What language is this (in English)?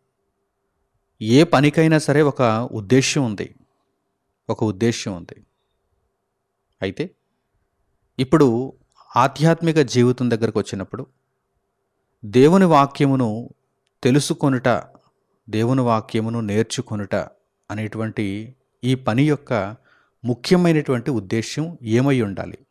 Telugu